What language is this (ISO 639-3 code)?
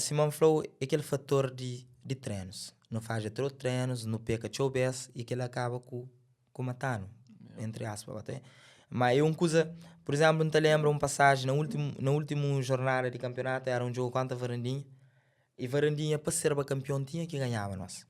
kea